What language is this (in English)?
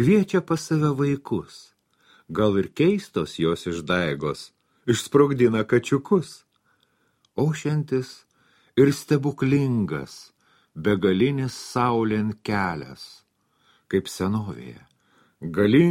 Lithuanian